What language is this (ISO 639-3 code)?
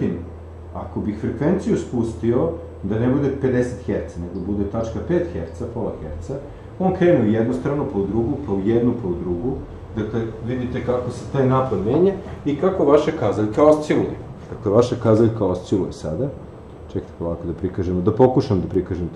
srp